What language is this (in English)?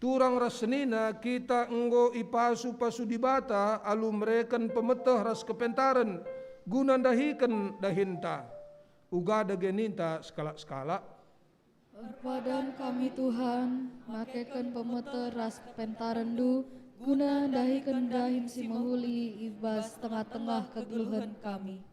Batak Karo